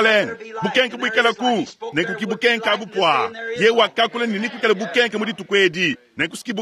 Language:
Luba-Lulua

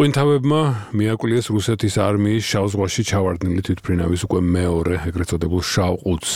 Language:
Georgian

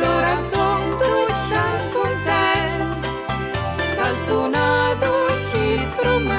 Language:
Friulian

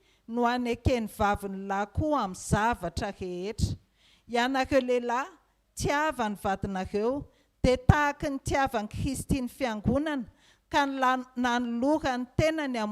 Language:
Malagasy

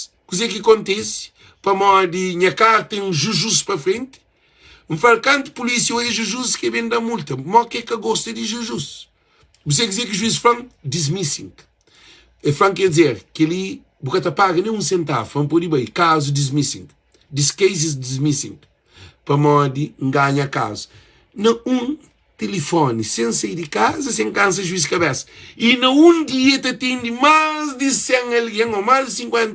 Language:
Kabuverdianu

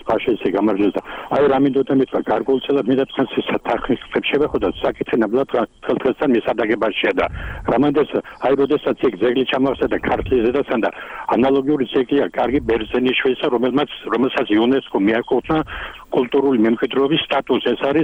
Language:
Georgian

